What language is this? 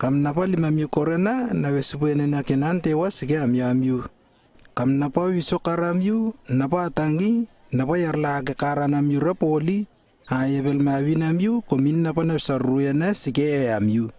Lewo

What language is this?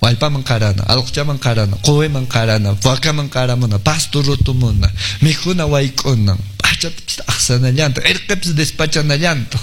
Quechua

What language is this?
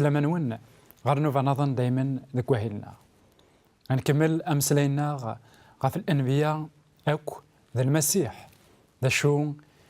Kabyle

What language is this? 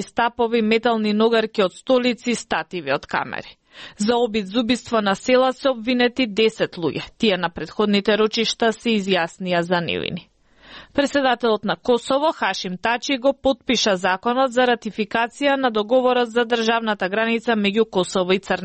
Macedonian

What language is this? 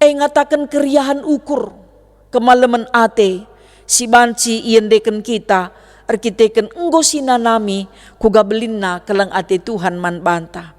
Batak Karo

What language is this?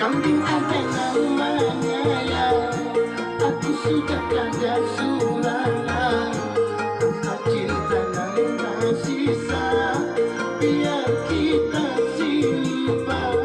Banjar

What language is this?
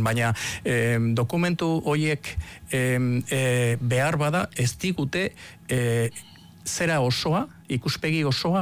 Basque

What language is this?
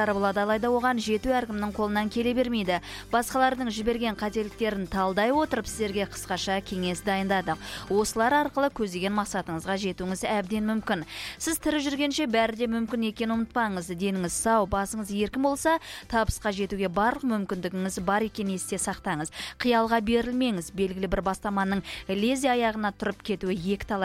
Kazakh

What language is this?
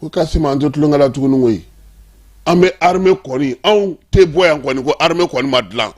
Bambara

